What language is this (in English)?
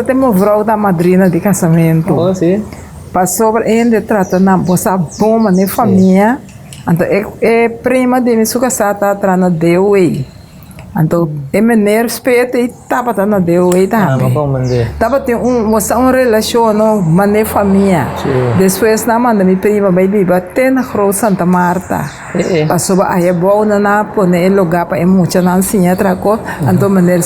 Papiamento